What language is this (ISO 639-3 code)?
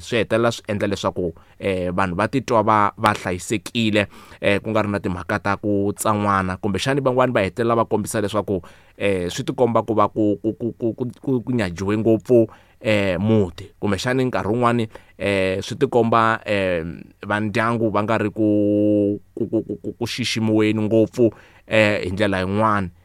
tso